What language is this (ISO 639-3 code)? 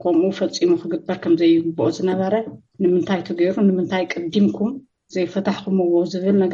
tir